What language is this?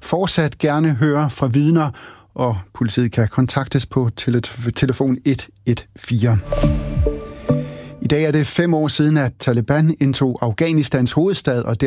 Danish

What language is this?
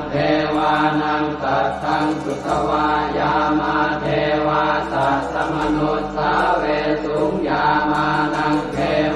Pali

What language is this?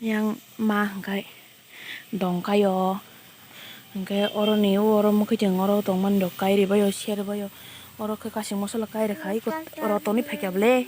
Kok Borok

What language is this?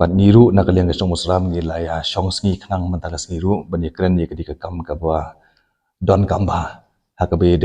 Khasi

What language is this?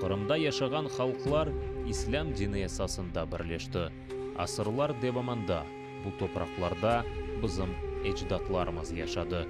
Crimean Tatar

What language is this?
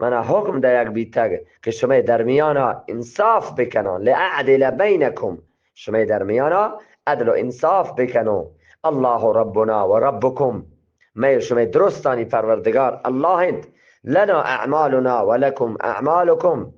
Eastern Balochi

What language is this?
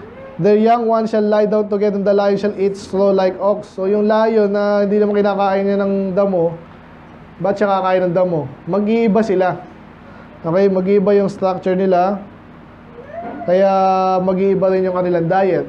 Filipino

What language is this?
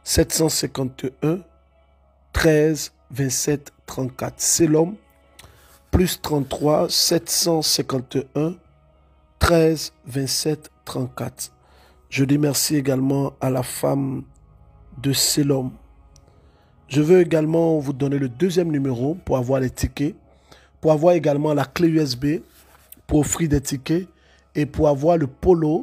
French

